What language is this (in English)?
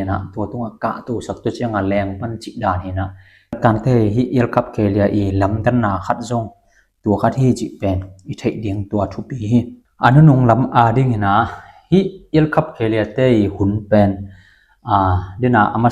Tedim Chin